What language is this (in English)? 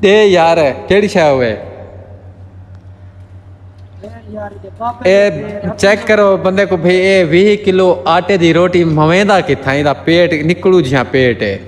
Saraiki